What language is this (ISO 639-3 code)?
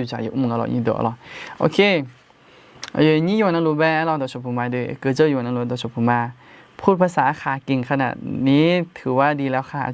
ahk